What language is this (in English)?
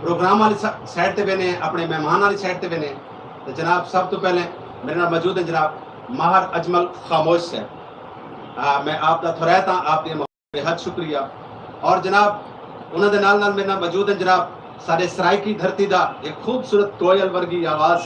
Saraiki